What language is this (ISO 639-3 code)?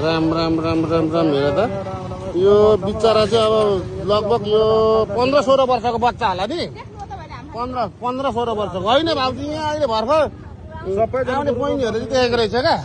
nep